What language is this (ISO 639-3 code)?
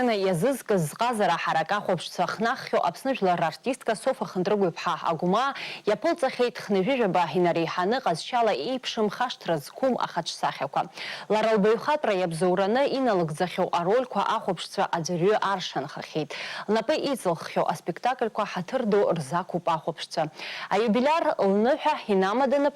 abk